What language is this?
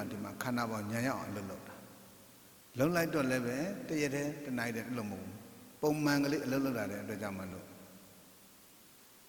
Burmese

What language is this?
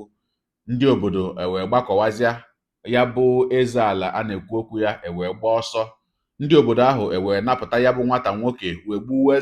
Igbo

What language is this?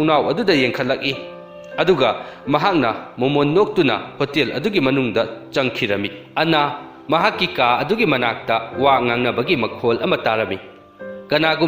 Manipuri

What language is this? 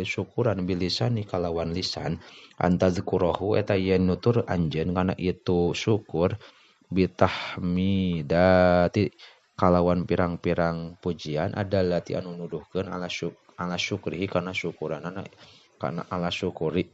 Sundanese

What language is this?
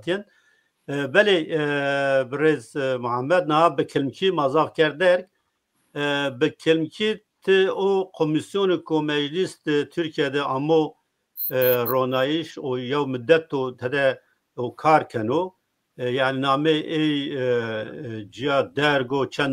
Zaza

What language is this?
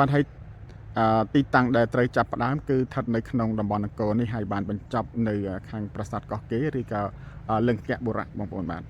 Khmer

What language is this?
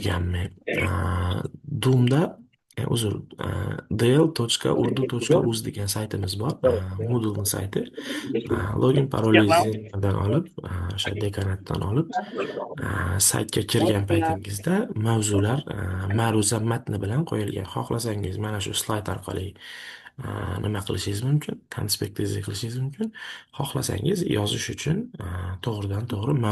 Uzbek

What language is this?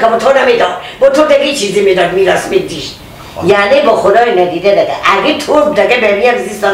Persian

